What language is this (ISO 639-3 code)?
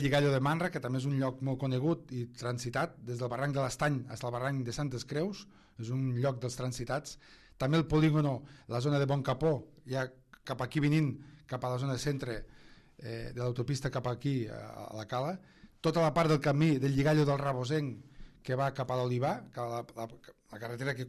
cat